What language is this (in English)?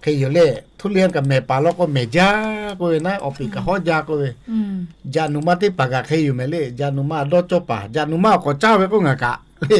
Lahu